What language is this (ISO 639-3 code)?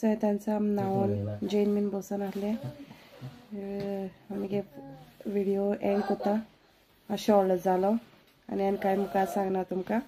kok